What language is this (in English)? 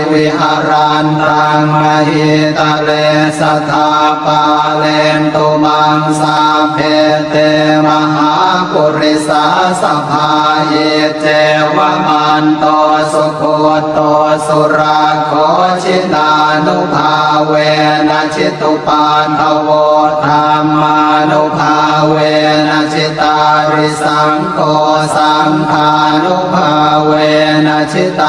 Pali